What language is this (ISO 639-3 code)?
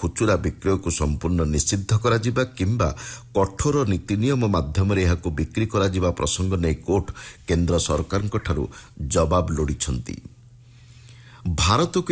ori